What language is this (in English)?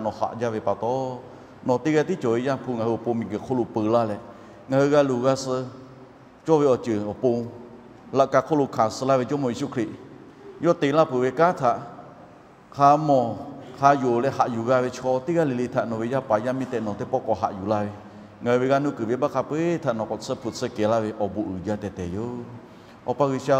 Lahu